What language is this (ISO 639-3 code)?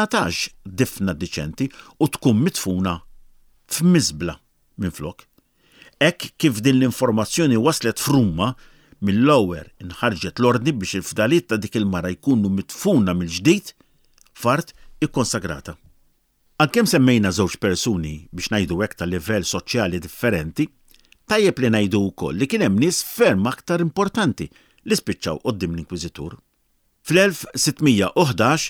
mlt